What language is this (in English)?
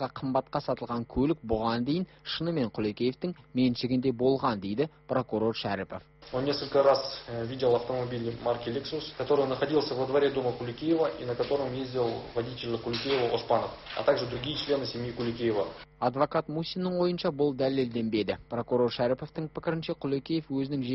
Kazakh